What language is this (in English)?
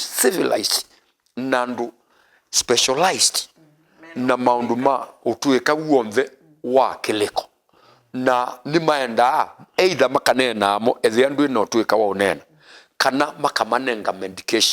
Kamba